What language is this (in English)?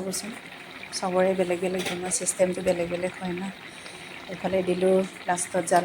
Assamese